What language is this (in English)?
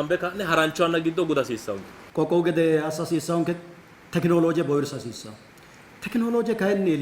Sidamo